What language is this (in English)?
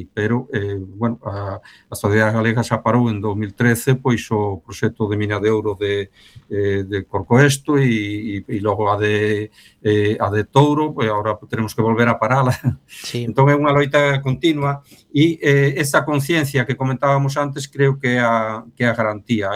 Galician